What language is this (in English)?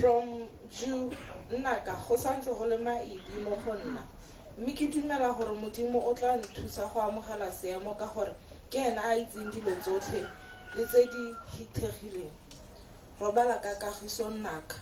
Tswana